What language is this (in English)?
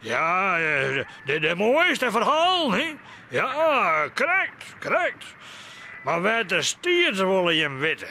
Western Frisian